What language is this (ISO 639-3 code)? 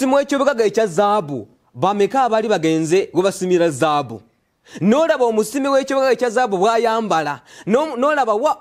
lug